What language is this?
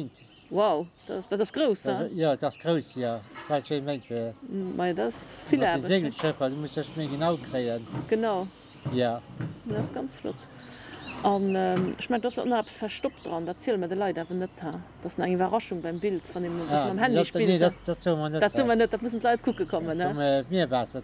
Luxembourgish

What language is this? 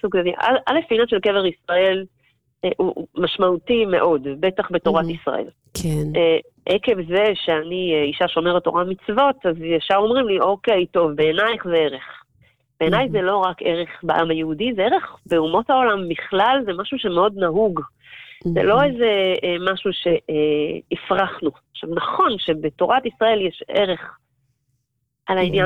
Hebrew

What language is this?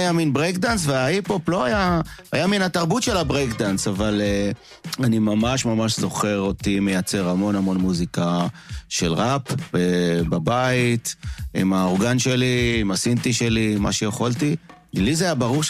Hebrew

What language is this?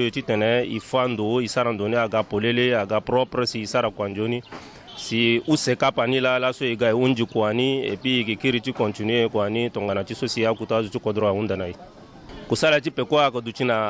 Sango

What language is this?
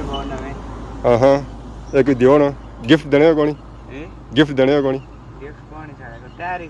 Pahari-Potwari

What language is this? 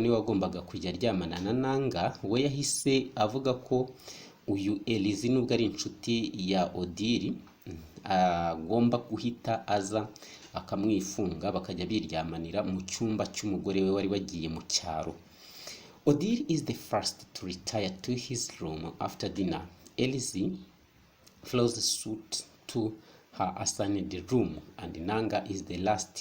Kinyarwanda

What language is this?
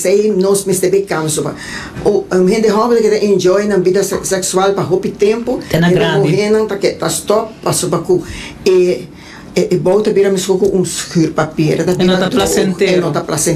Papiamento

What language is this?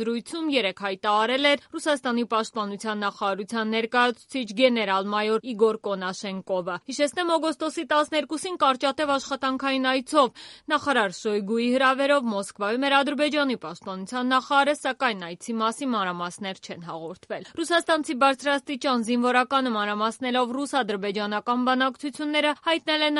Armenian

